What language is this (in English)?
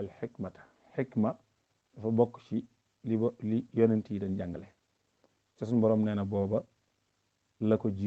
Wolof